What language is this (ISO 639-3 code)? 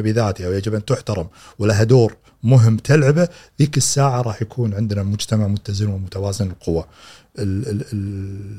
afb